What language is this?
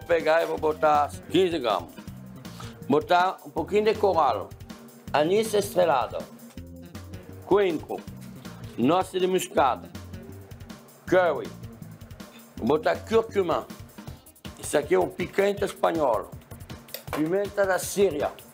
Portuguese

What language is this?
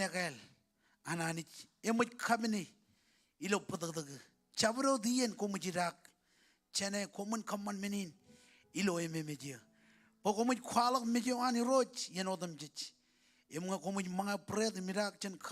Marshallese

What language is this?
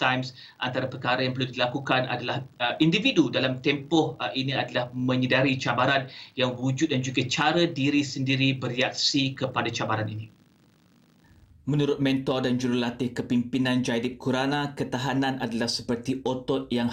Malay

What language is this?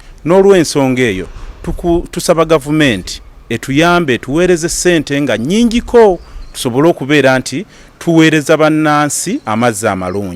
Ganda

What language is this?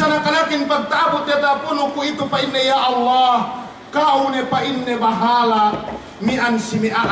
Yakan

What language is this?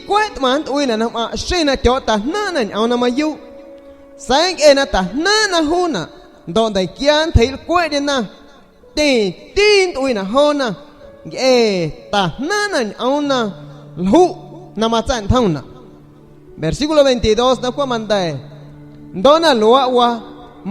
San Pedro Amuzgos Amuzgo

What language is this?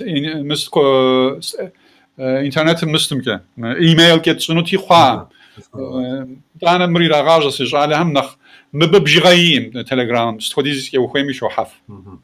Kabardian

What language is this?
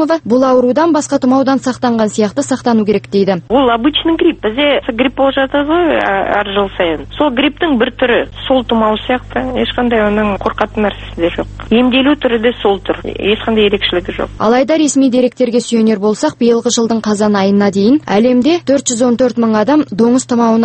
Kazakh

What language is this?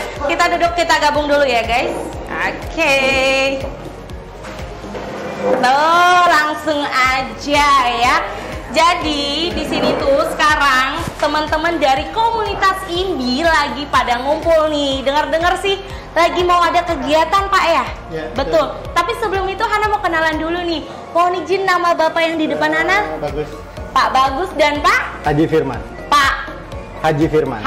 Indonesian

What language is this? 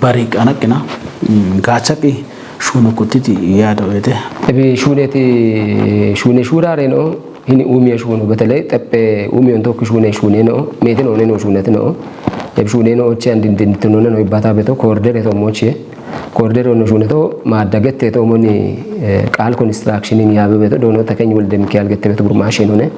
Kafa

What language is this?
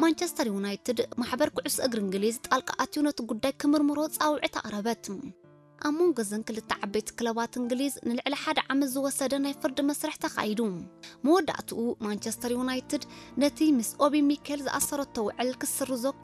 Tigrinya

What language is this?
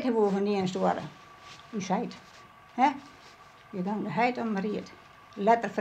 Western Frisian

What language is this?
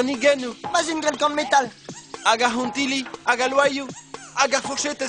Breton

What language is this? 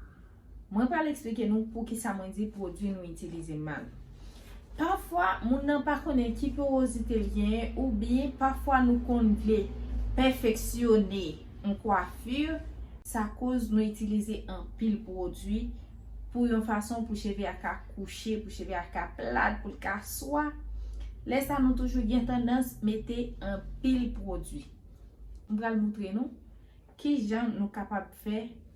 Haitian Creole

